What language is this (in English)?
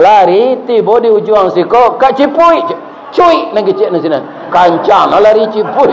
Minangkabau